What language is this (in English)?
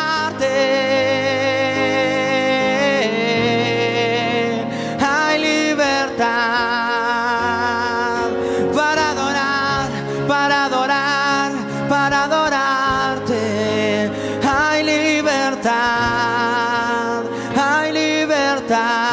Spanish